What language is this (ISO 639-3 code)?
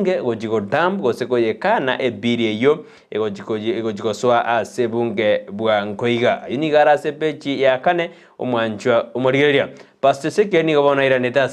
guz